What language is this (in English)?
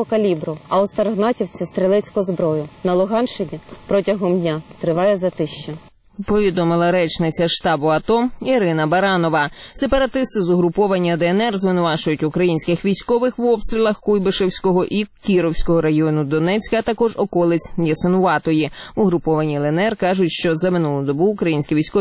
Ukrainian